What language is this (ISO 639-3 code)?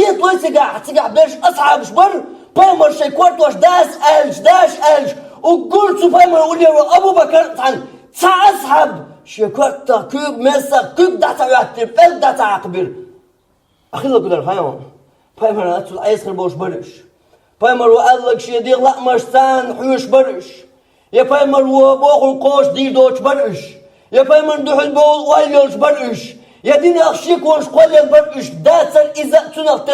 che